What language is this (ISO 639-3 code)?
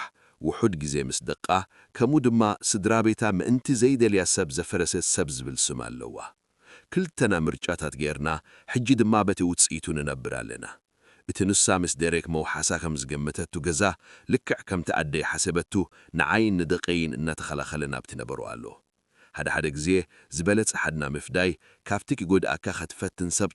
tir